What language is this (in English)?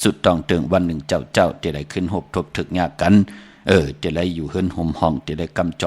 Shan